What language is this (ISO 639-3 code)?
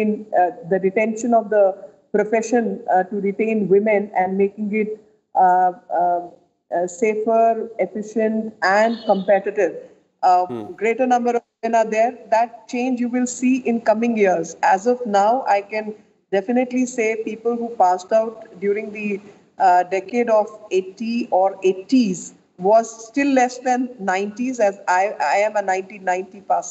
eng